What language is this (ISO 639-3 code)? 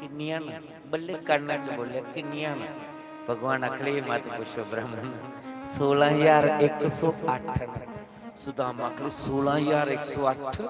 doi